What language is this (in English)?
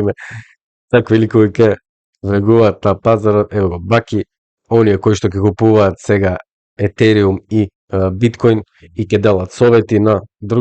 Macedonian